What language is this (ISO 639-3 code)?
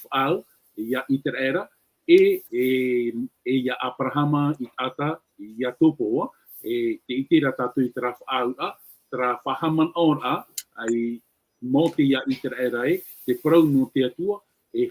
tah